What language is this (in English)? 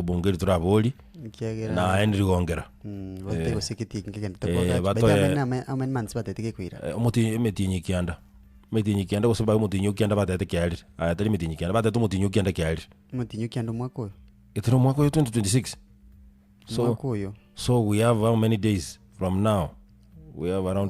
Gusii